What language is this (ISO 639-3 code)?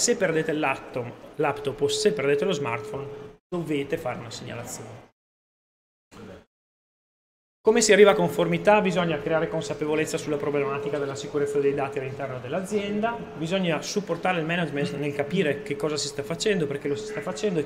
ita